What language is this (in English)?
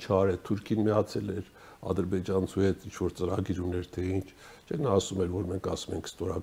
Armenian